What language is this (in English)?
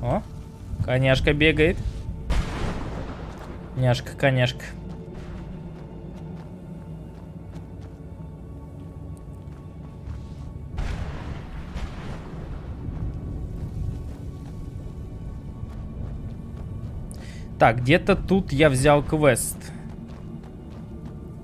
Russian